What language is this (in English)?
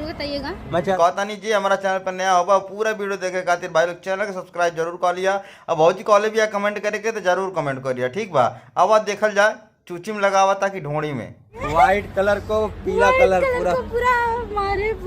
Bhojpuri